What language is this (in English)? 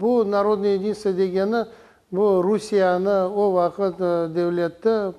Crimean Tatar